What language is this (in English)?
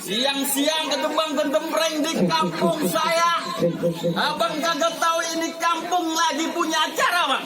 Betawi